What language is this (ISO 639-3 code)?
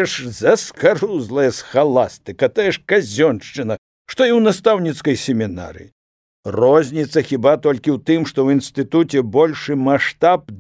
bel